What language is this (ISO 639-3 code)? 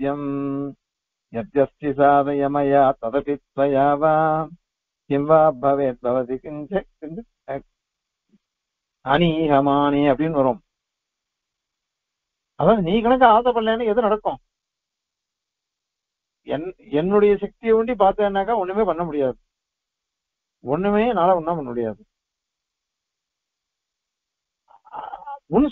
tam